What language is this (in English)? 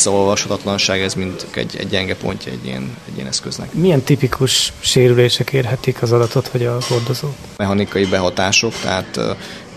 Hungarian